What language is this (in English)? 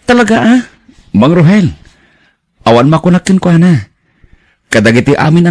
Iloko